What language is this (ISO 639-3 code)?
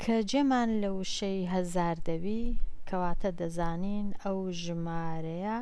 ckb